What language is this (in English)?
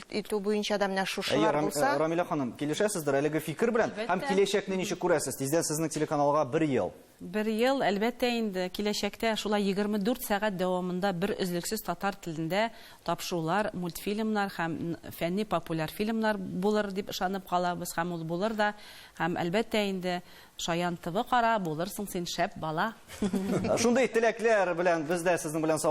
Tatar